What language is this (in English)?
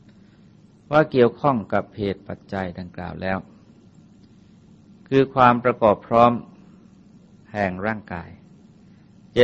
Thai